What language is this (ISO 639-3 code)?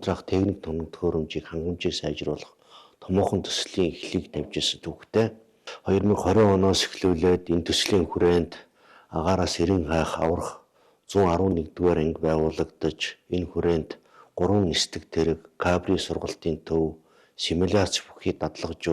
mon